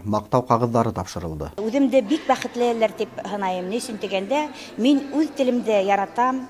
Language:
Bashkir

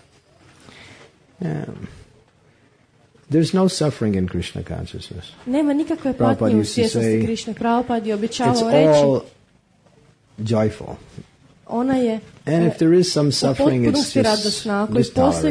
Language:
Croatian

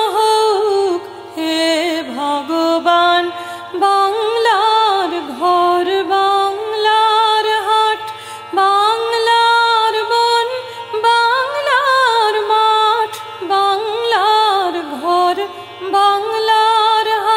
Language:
Bangla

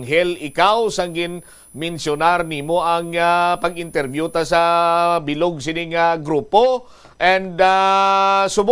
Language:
Hiligaynon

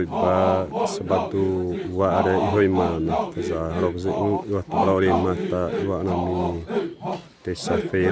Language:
Xavánte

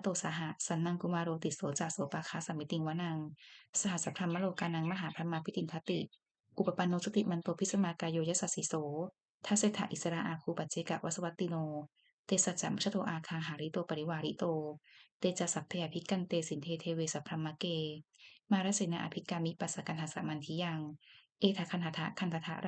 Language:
Pali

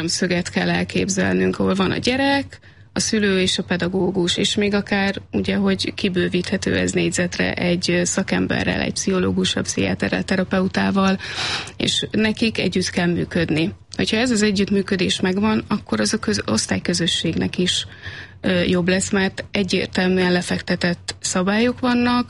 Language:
Hungarian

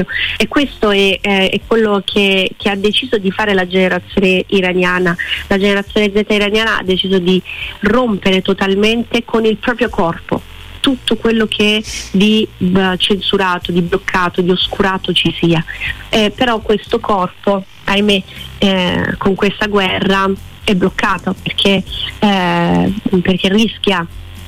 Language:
Italian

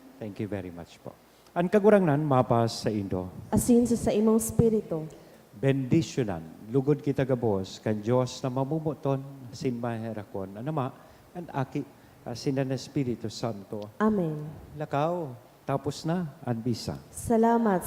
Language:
Bikol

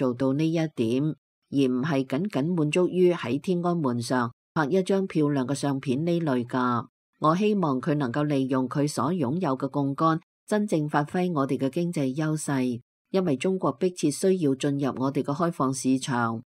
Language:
Cantonese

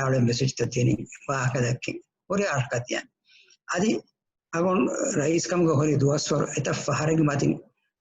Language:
Divehi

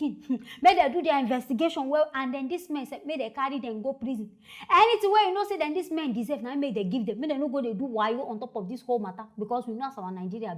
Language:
Nigerian Pidgin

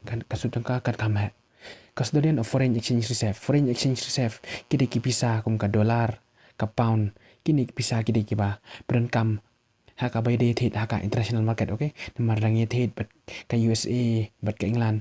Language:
Khasi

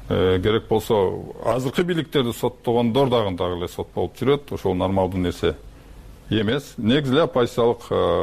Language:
Kyrgyz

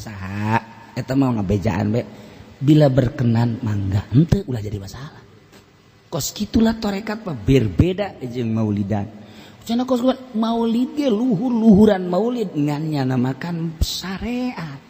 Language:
Sundanese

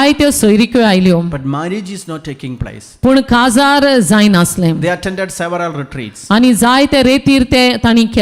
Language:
Konkani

